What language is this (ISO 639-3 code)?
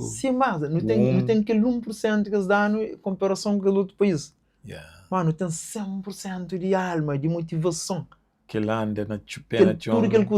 kea